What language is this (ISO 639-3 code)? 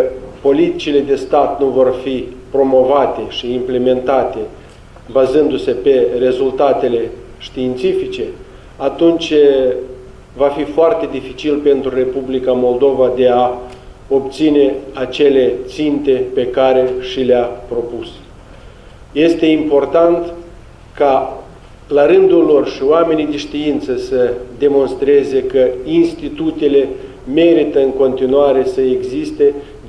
ron